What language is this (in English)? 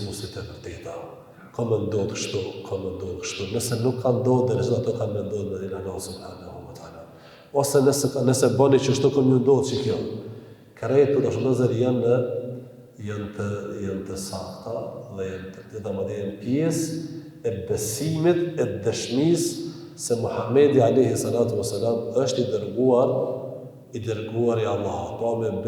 Albanian